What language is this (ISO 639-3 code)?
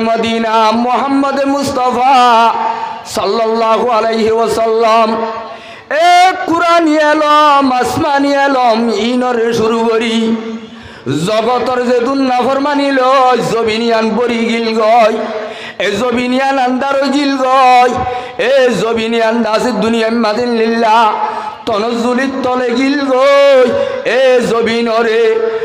rhg